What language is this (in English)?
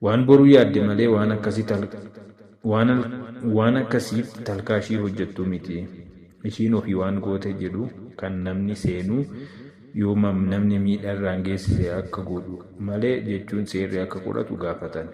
Oromo